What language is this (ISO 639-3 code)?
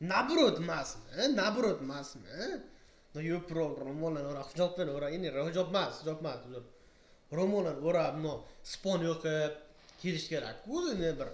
uzb